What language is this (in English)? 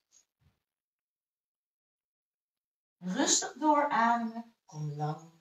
Dutch